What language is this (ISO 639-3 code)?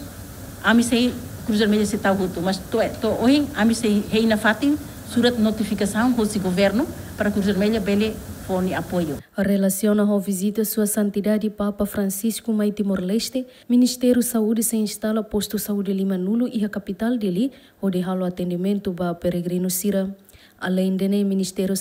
tet